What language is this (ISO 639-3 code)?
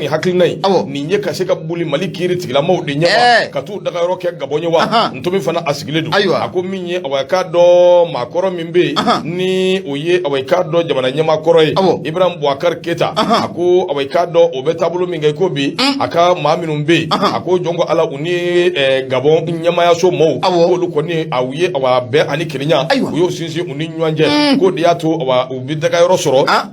bam